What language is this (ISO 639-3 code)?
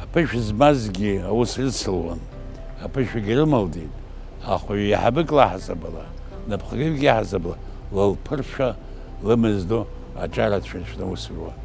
abk